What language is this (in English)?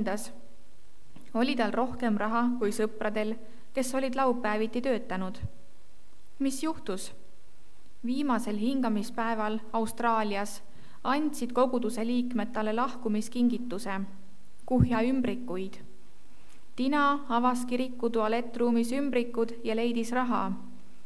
Estonian